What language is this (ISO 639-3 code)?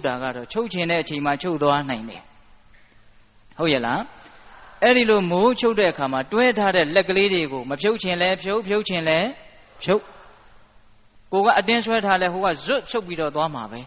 mya